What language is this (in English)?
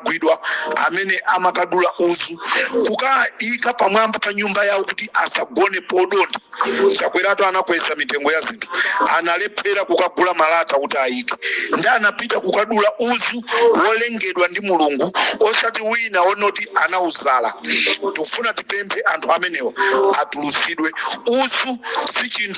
Nyanja